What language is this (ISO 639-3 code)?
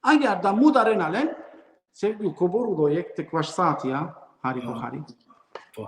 rmn